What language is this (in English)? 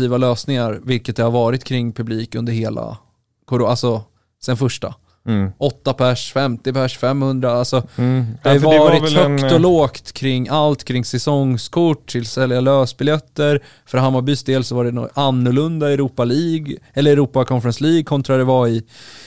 Swedish